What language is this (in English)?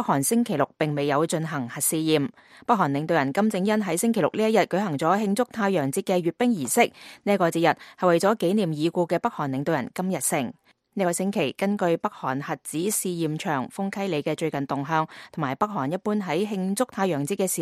Cantonese